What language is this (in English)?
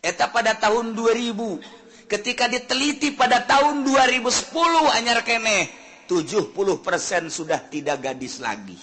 Sundanese